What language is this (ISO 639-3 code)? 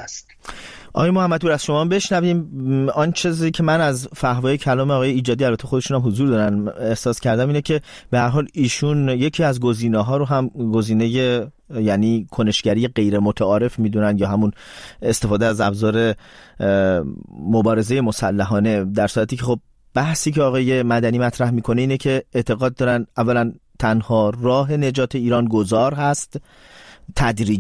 fas